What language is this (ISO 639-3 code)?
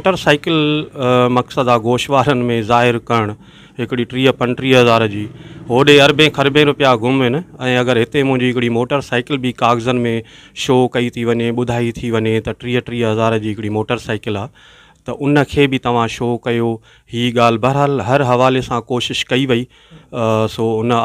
snd